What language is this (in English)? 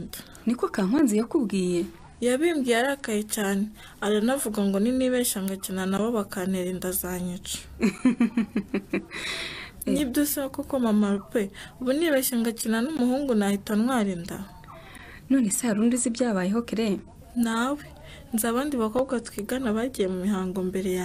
Kinyarwanda